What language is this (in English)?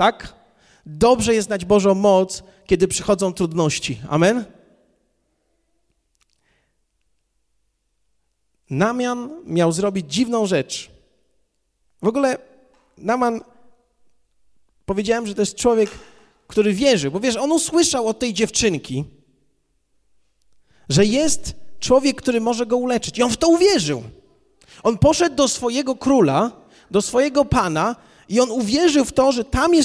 Polish